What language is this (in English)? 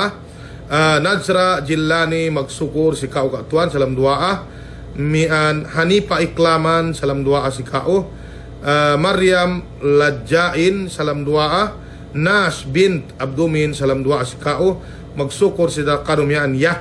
Yakan